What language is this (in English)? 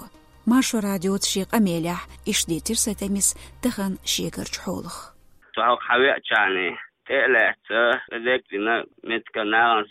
Chechen